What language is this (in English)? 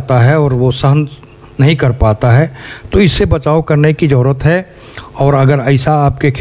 Hindi